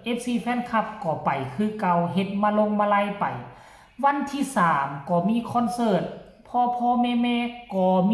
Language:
Northeastern Thai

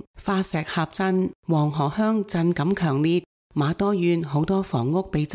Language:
Cantonese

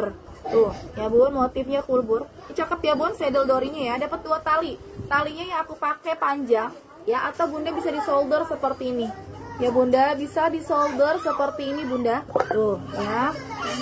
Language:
Indonesian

